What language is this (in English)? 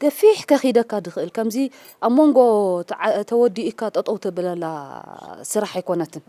Tigrinya